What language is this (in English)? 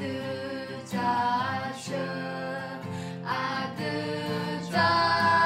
Akha